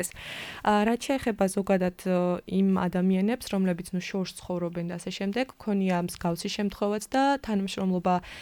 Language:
Georgian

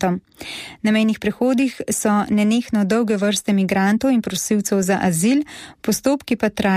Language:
Slovenian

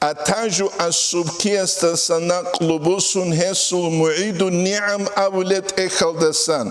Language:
Avaric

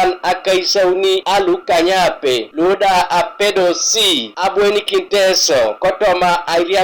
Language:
Teso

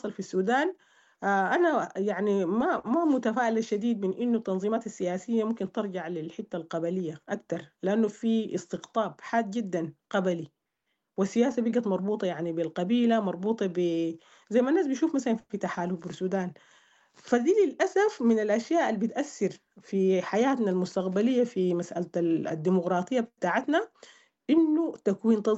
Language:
Sudanese Arabic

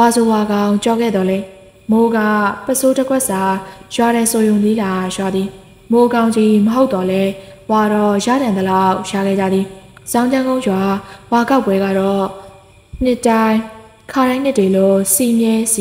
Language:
Burmese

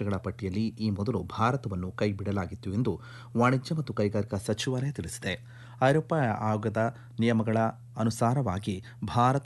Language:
Kannada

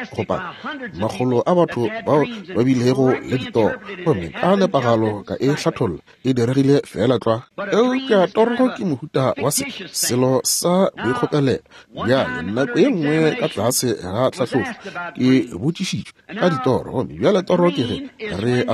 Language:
Northern Sotho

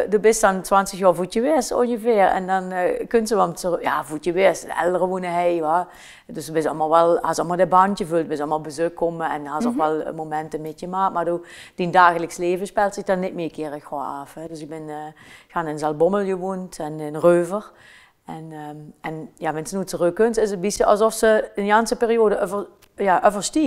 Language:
Limburgish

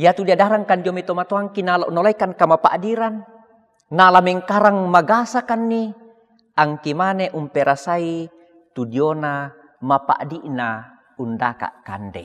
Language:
Toraja-Sa'dan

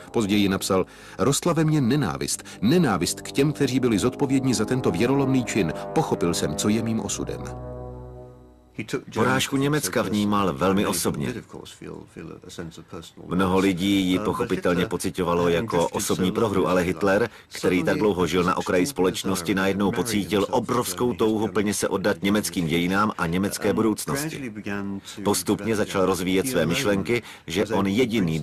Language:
Czech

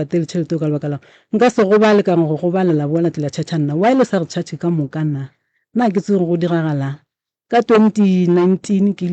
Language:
Northern Sotho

